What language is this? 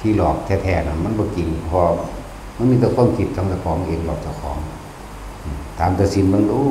Northeastern Thai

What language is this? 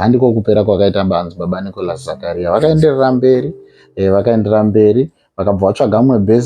Shona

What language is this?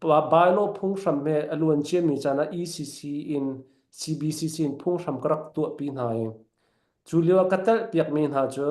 Falam Chin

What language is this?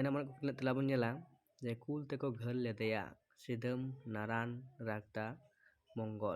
Santali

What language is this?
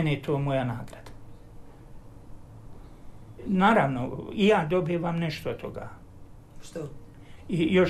Croatian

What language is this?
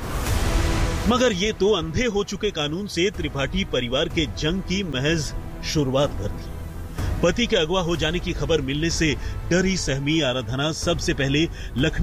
Hindi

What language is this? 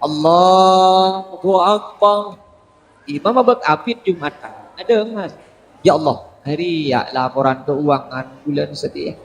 Madurese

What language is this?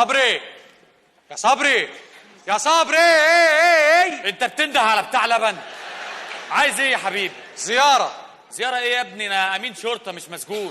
Egyptian Arabic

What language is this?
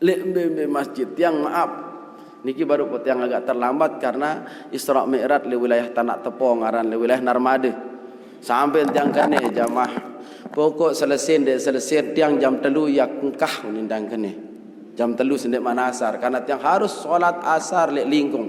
Sasak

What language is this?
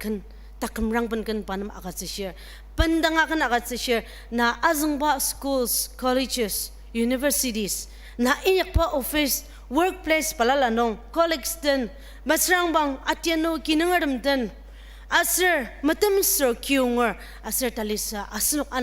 Ao Naga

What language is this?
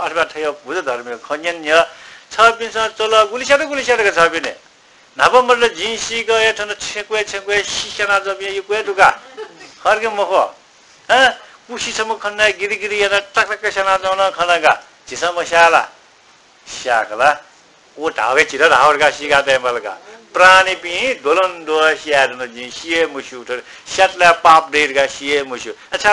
Newari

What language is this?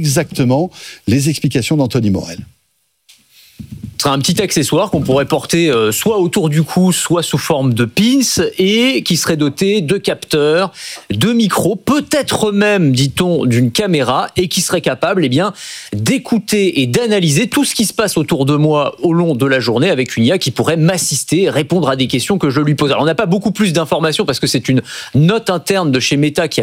French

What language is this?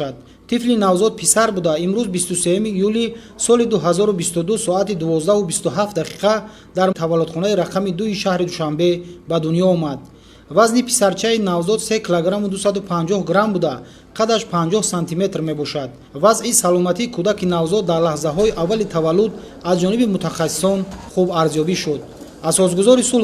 Tajik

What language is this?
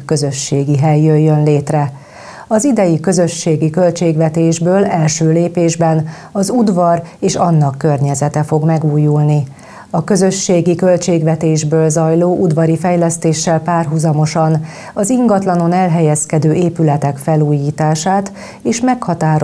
Hungarian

